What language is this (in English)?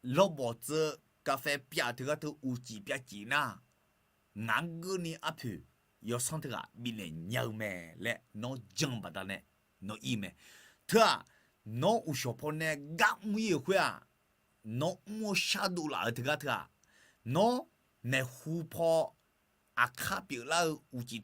Akha